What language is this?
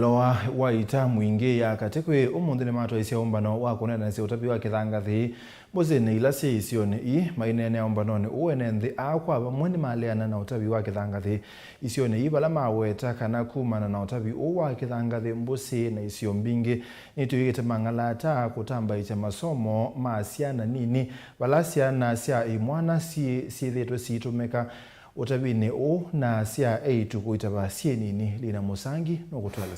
Kamba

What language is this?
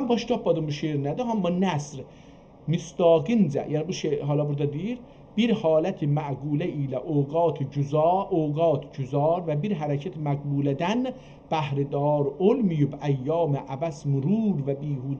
South Azerbaijani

